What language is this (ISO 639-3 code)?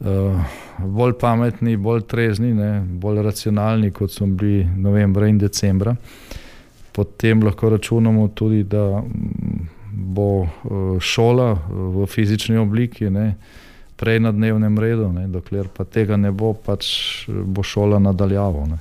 slv